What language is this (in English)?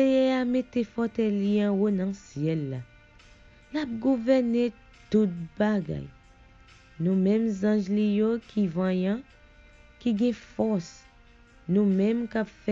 Haitian Creole